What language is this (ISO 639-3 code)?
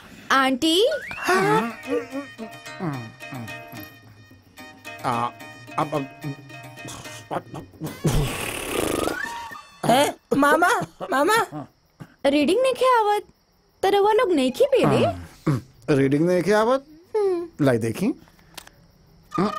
bho